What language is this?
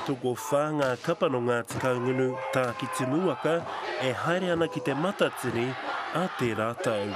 Māori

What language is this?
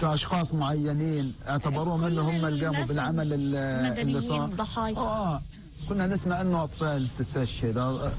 North Levantine Arabic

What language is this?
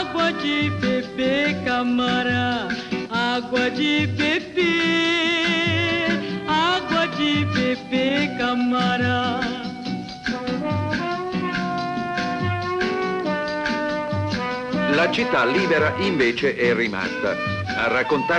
Italian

